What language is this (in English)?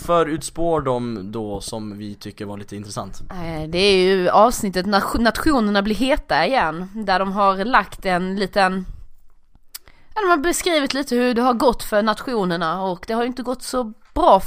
Swedish